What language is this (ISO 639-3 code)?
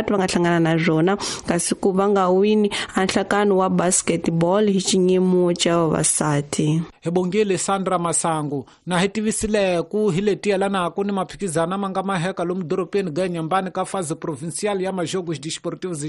tso